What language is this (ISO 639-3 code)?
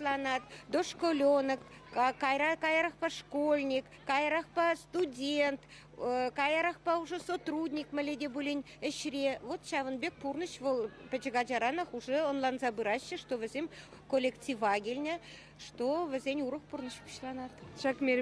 chv